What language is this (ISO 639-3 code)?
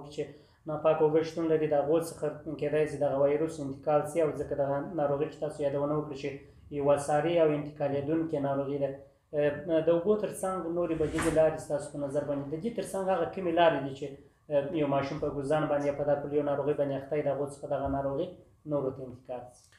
pus